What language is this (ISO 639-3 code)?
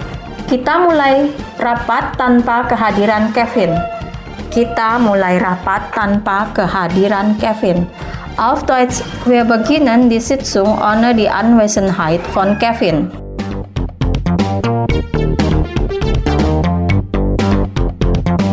ind